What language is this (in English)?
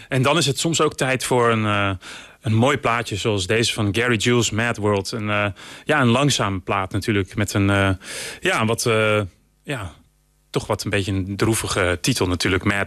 Dutch